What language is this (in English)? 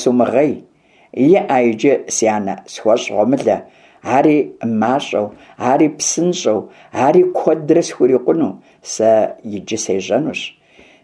Kabardian